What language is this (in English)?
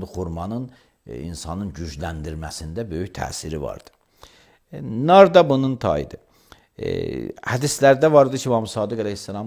Azerbaijani